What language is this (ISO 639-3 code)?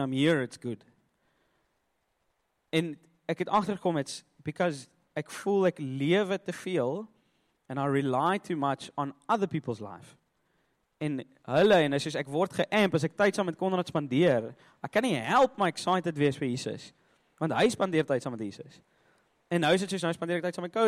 afr